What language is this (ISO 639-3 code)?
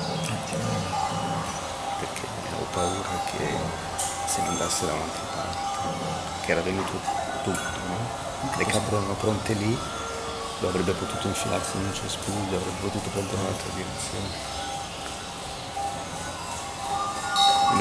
ita